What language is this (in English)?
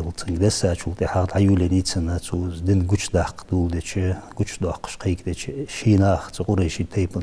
Ingush